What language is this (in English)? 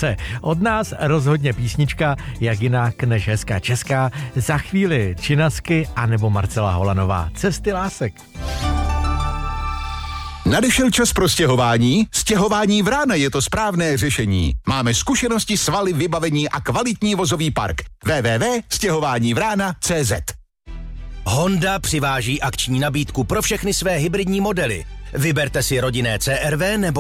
Czech